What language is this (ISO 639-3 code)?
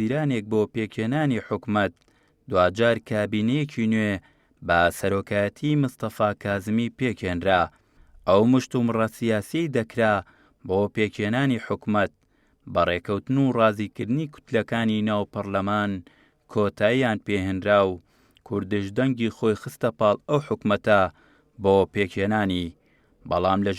ckb